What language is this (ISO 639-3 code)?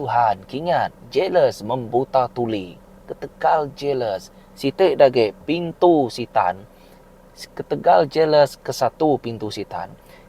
iba